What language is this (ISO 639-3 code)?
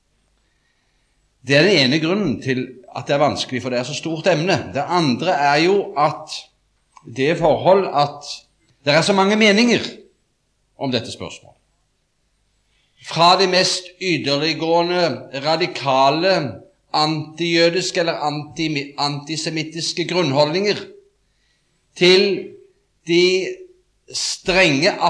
nor